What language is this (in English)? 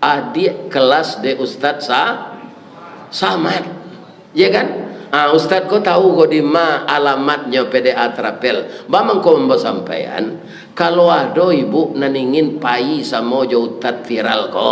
Minangkabau